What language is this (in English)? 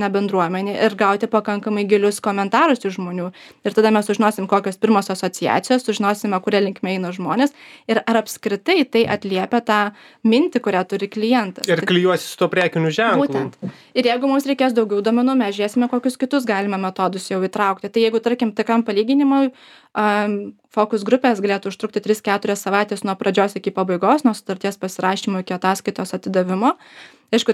Lithuanian